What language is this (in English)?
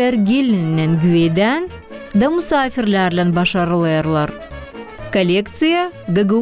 Gagauz